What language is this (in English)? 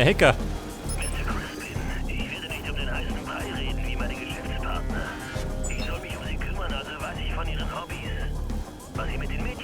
Bavarian